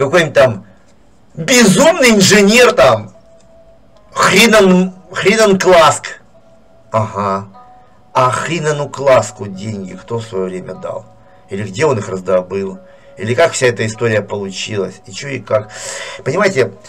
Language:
Russian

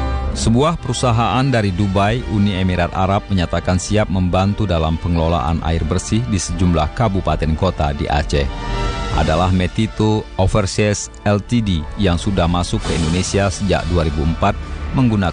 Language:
Indonesian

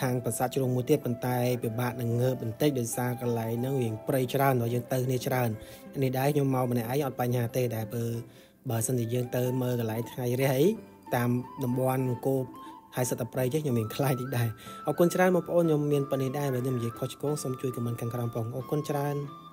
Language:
Khmer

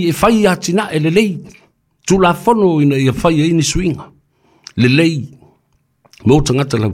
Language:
Samoan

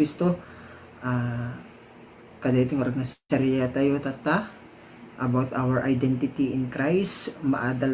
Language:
Iloko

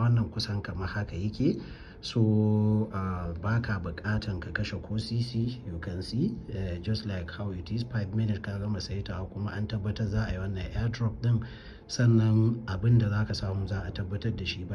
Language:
Hausa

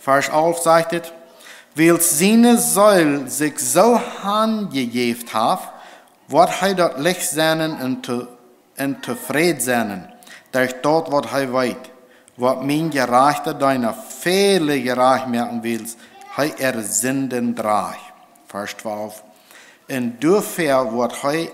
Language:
Plautdietsch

